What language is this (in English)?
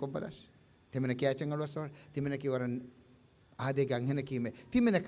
Divehi